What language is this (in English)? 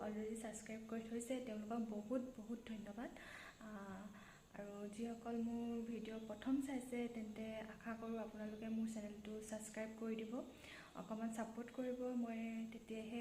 Assamese